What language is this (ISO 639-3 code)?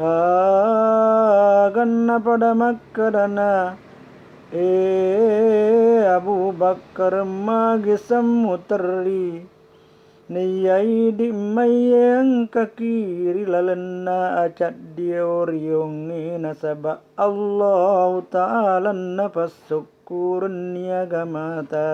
bug